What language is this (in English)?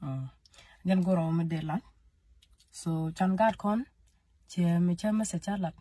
Nuer